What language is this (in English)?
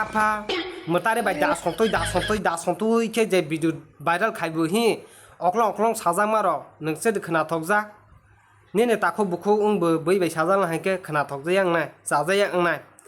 Kok Borok